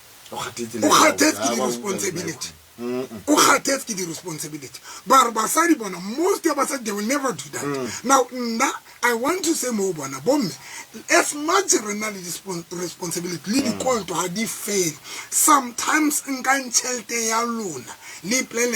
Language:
Tswana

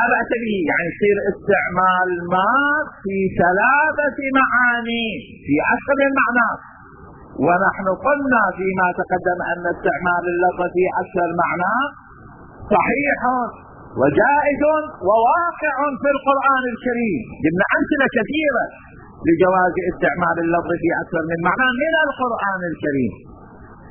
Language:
Arabic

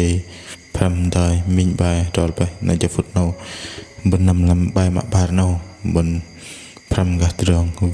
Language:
Bahnar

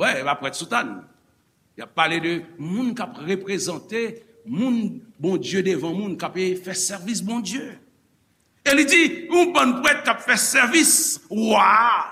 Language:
Haitian Creole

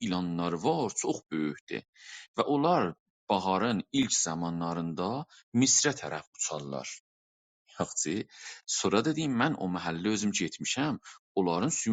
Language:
South Azerbaijani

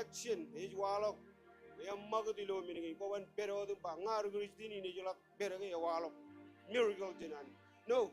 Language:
Marshallese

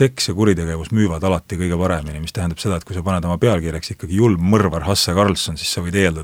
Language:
Estonian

